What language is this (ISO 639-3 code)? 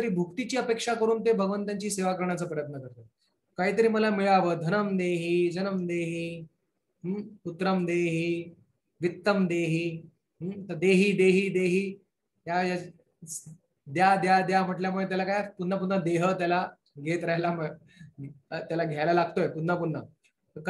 mar